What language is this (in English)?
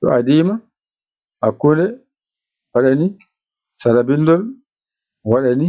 Fula